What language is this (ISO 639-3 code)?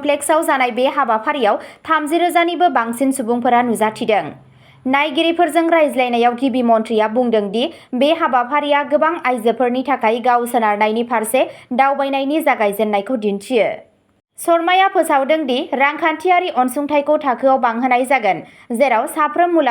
brx